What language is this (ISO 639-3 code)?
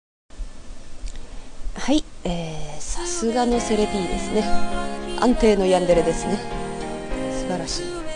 jpn